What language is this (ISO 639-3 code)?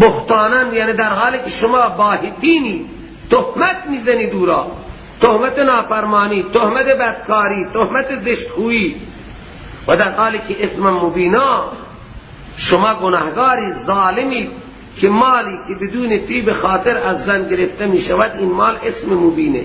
fas